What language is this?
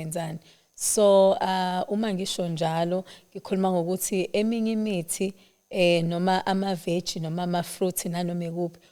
Zulu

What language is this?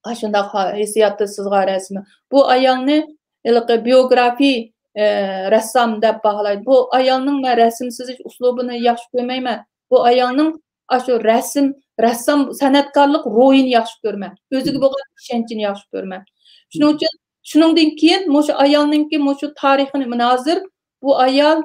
Uyghur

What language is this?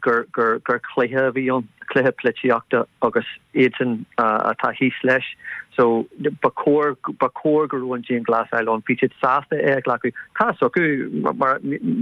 Irish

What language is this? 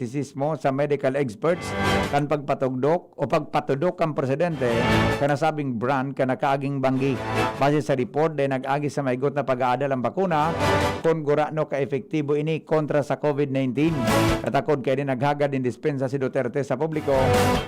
Bikol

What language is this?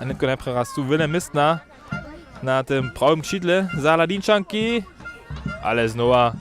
Upper Sorbian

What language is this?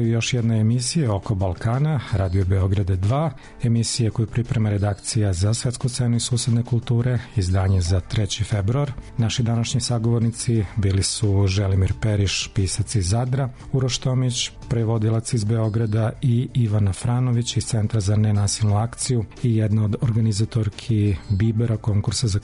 Serbian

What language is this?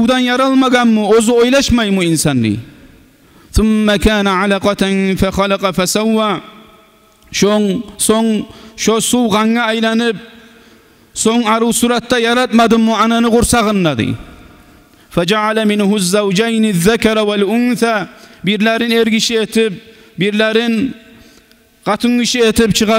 Kumyk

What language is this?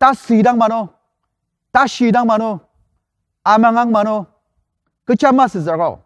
Ao Naga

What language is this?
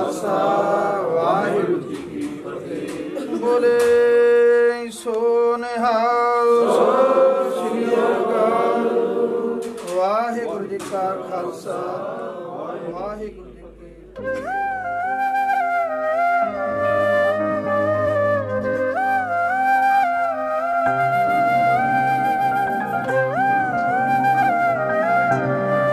Punjabi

